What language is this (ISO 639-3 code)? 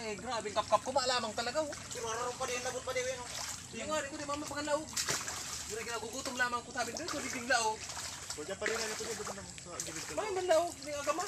bik